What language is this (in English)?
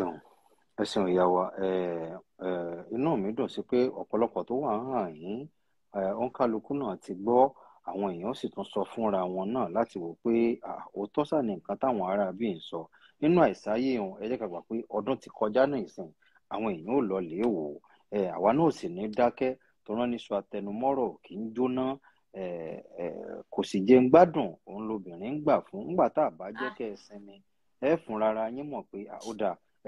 Yoruba